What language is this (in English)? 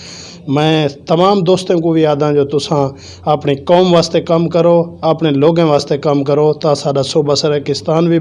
Saraiki